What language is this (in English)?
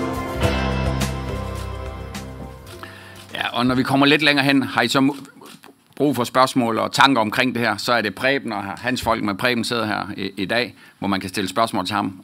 Danish